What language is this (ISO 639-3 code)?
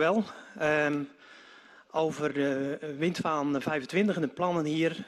nld